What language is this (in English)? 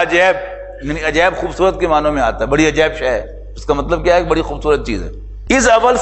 Urdu